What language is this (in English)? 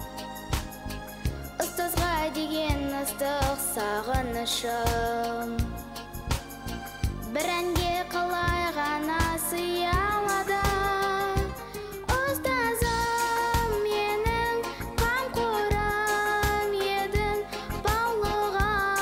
Kazakh